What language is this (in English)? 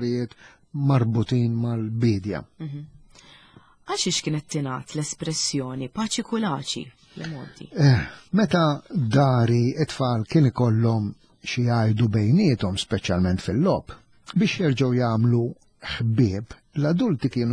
Maltese